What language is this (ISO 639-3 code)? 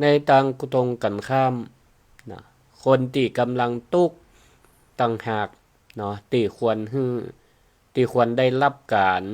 nod